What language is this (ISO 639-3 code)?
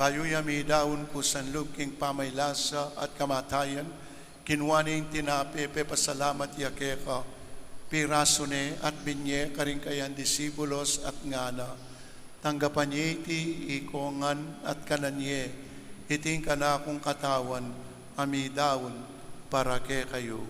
pam